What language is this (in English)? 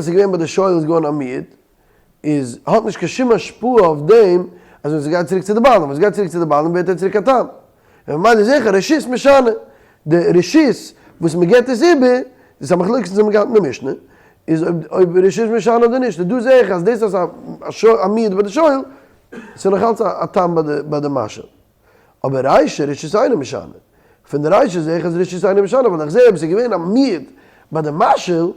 Yiddish